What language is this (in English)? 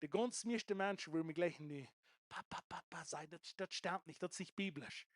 Plautdietsch